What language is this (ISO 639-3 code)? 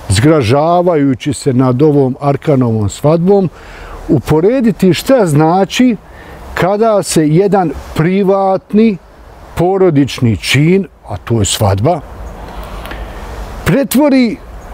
bos